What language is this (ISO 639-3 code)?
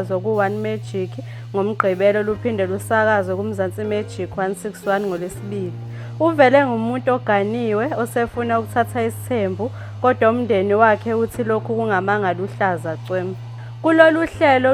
zul